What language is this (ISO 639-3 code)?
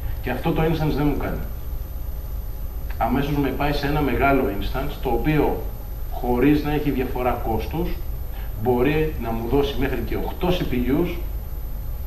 ell